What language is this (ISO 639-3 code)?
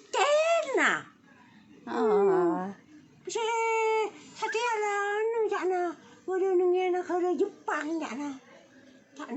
mad